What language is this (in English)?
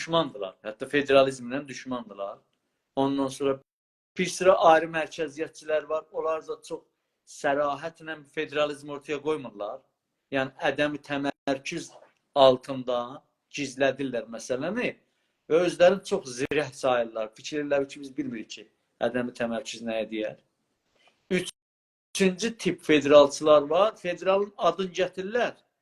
South Azerbaijani